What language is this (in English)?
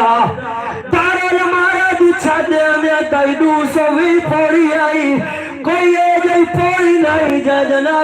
Saraiki